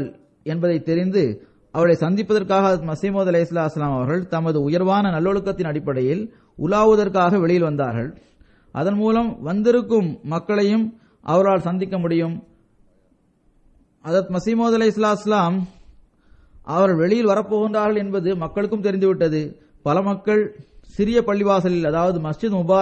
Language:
Tamil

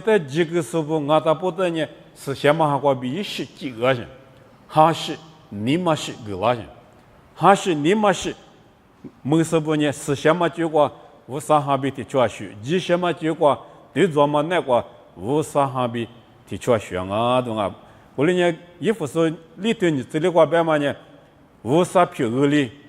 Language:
Lisu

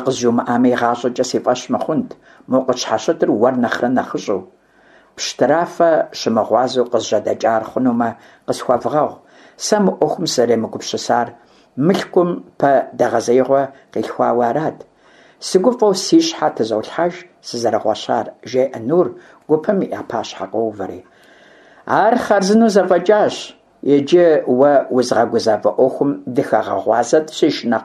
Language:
Kabardian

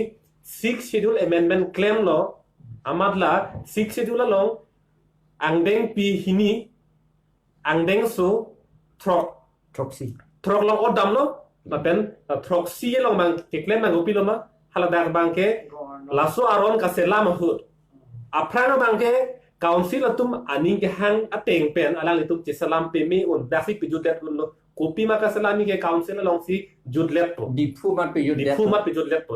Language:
Karbi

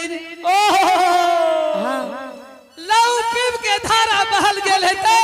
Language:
Angika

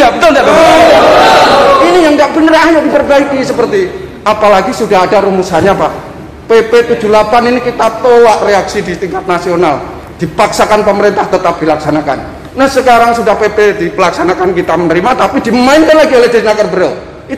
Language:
Indonesian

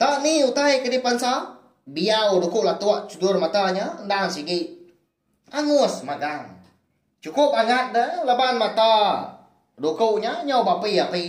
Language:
Iban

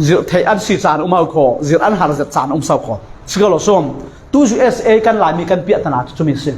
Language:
Falam Chin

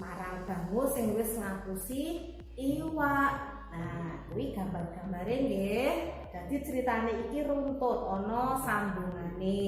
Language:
Javanese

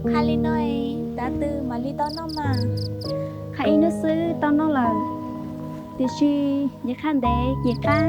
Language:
Hmong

